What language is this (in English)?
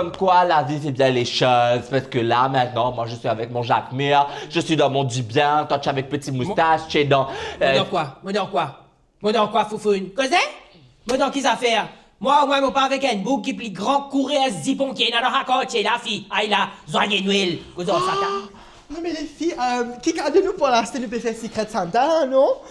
Morisyen